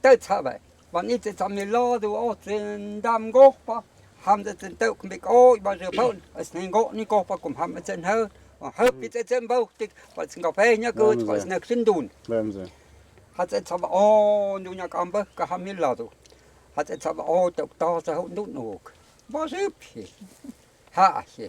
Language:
Totontepec Mixe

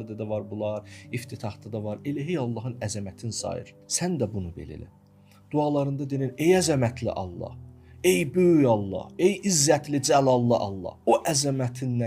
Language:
Azerbaijani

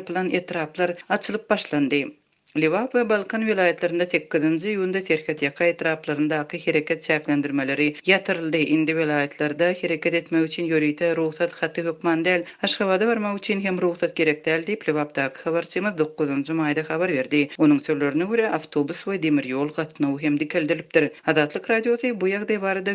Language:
Turkmen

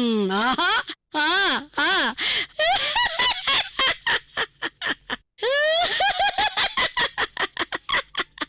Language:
Telugu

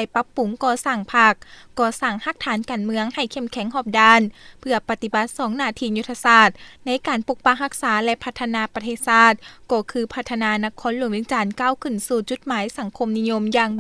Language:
Lao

